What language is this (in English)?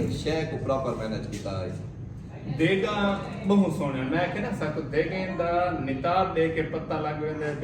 Saraiki